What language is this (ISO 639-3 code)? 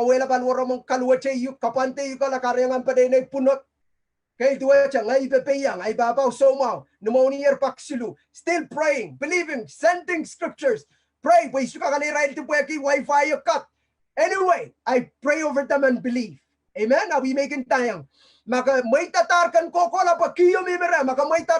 pon